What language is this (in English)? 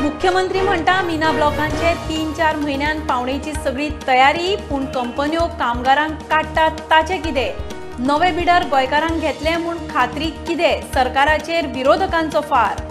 Konkani